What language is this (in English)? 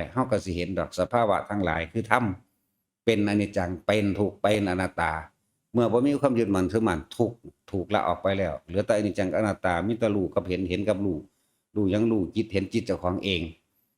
Northeastern Thai